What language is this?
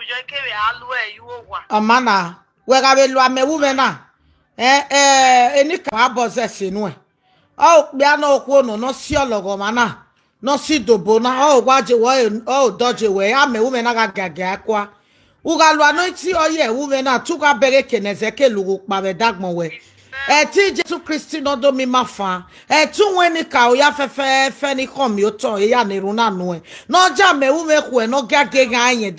Nigerian Pidgin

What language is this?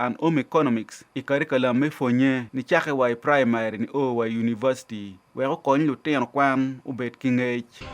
Acoli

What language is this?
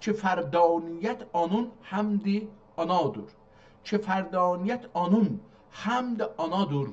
South Azerbaijani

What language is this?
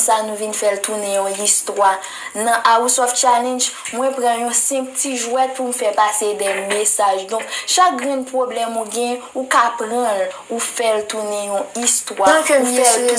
Haitian Creole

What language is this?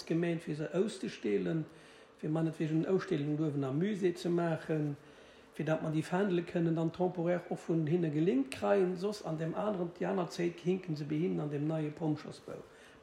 Luxembourgish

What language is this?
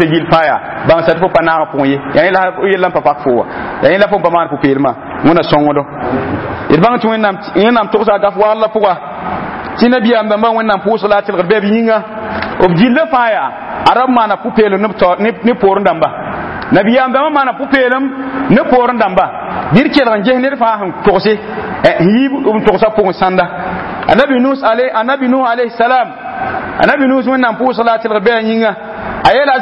Mossi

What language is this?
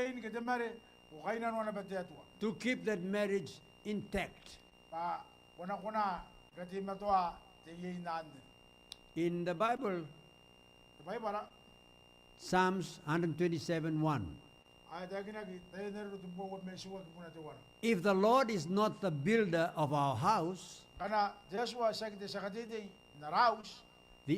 Gilbertese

